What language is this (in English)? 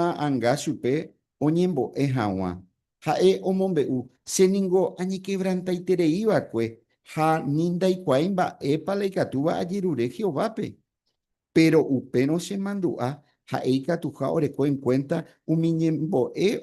Guarani